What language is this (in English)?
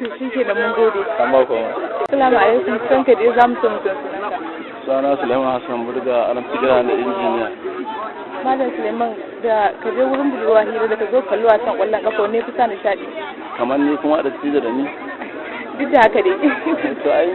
Hausa